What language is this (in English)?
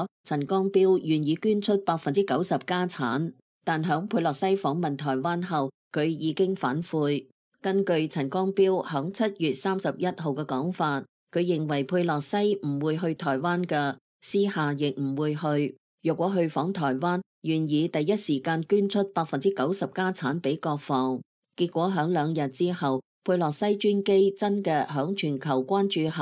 Cantonese